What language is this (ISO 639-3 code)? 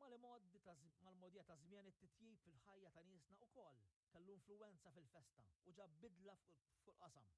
mlt